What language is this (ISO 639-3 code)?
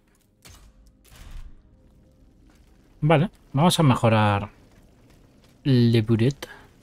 spa